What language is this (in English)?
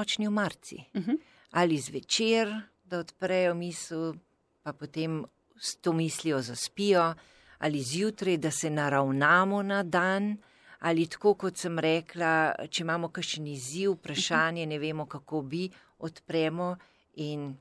Slovenian